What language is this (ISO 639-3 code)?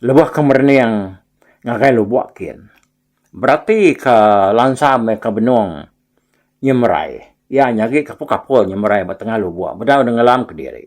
iba